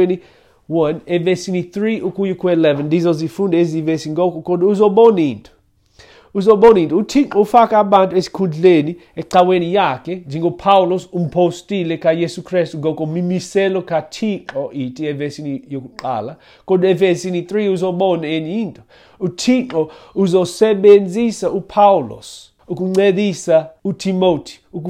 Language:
Xhosa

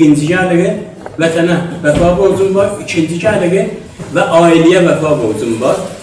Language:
South Azerbaijani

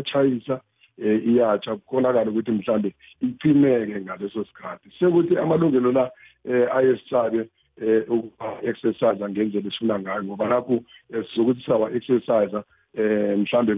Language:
South Ndebele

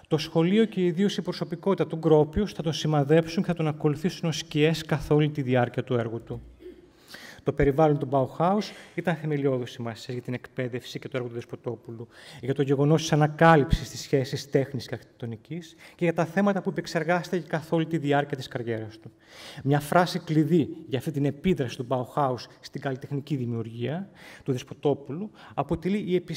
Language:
Greek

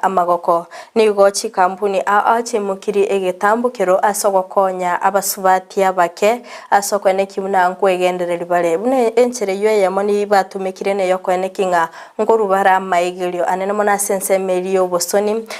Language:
Gusii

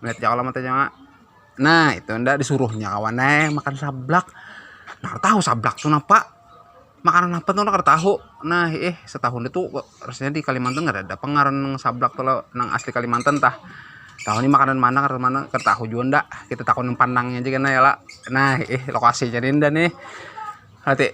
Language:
Banjar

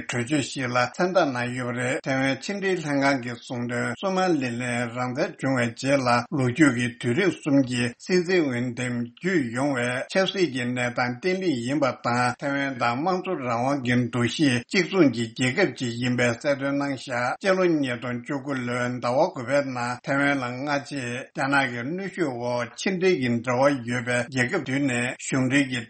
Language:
Tibetan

